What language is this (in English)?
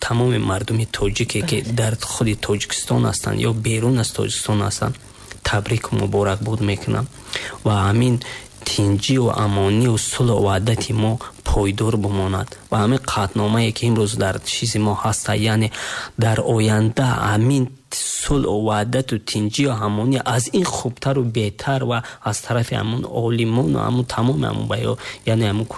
Tajik